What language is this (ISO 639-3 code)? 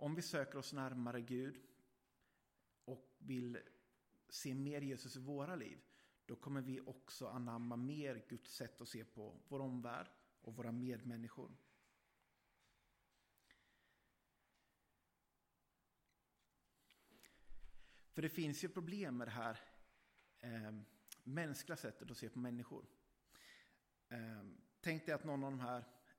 swe